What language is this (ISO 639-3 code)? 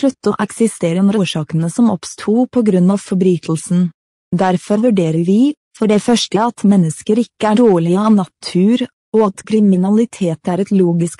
nor